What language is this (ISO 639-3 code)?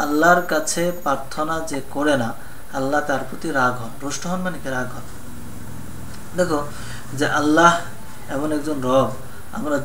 ben